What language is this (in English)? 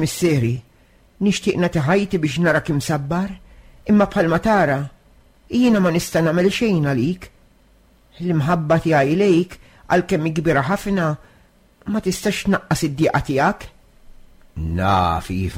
Maltese